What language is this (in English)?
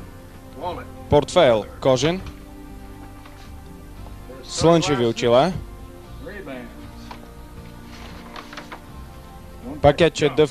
Bulgarian